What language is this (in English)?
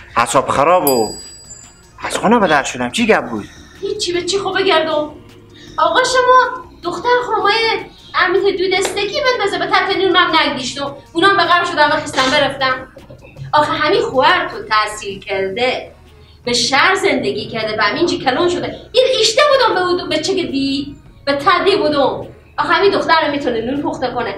Persian